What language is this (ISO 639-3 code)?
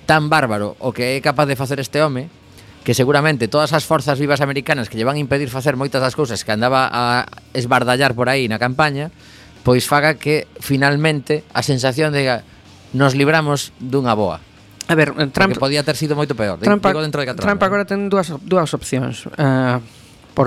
glg